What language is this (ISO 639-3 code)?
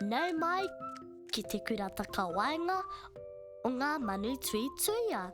mri